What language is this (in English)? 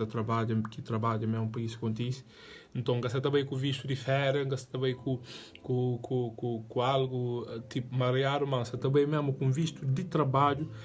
Kabuverdianu